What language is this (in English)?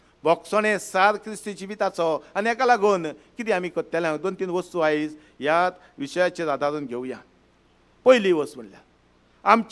Konkani